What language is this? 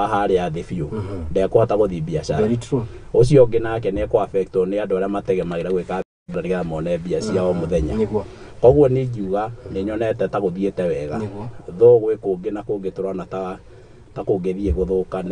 Kikuyu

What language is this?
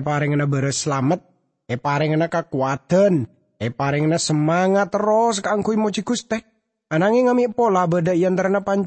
Madurese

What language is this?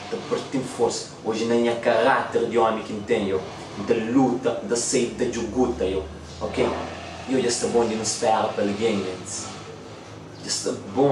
Kabuverdianu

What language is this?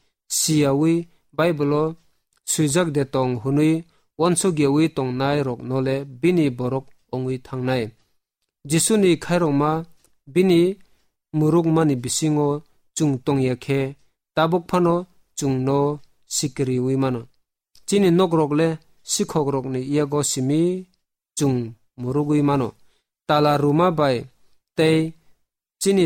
Kok Borok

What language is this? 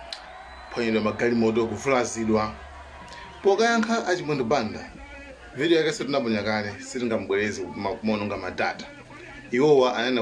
Nyanja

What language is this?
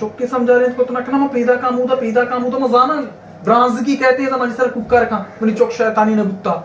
Baluchi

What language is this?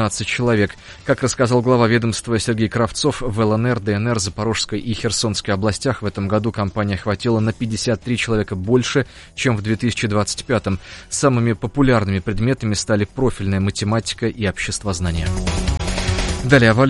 Russian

